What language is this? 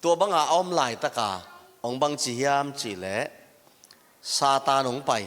Tedim Chin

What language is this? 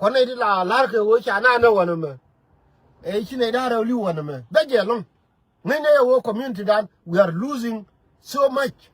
Nuer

